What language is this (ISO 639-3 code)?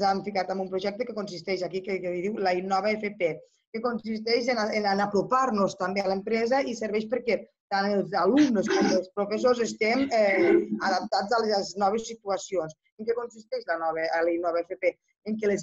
cat